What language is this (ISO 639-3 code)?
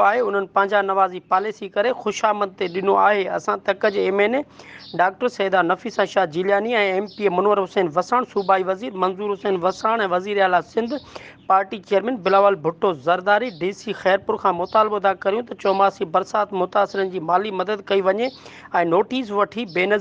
snd